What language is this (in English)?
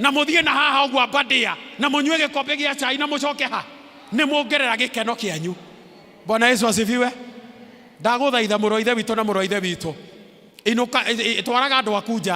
Kikuyu